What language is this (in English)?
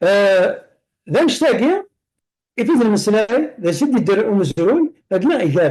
Kabyle